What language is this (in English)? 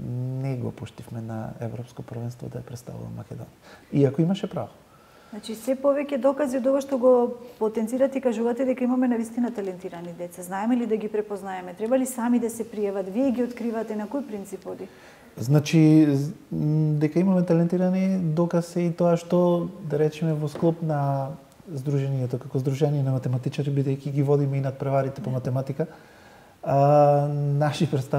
Macedonian